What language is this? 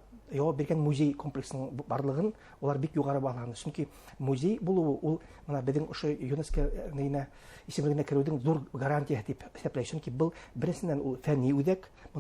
Bashkir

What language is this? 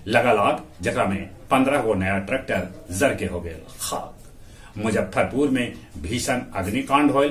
Magahi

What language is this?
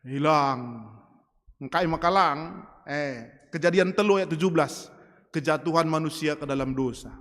Batak Karo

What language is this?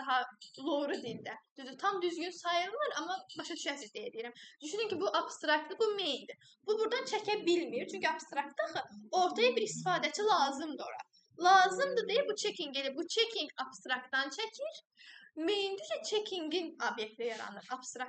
Azerbaijani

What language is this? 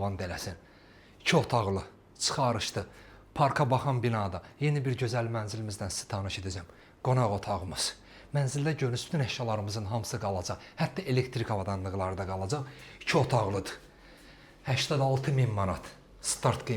Azerbaijani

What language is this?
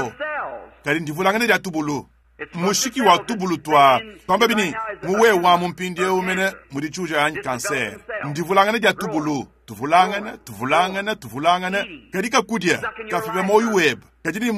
Luba-Lulua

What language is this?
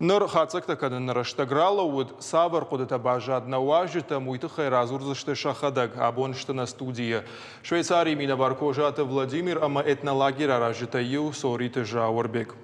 Ossetic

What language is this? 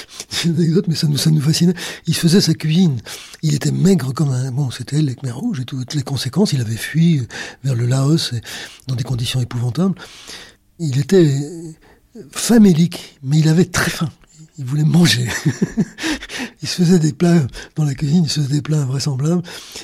French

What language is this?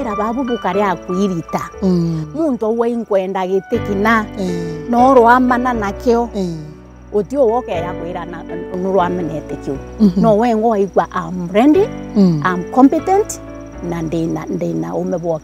Meru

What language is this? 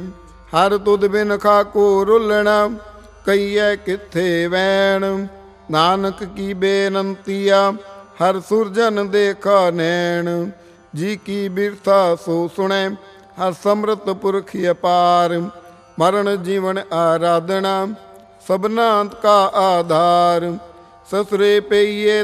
Punjabi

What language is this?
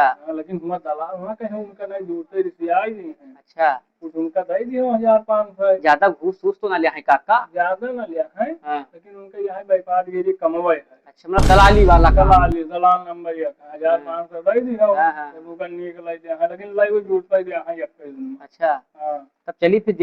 Awadhi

